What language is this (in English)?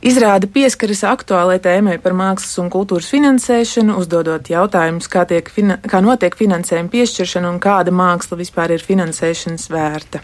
Latvian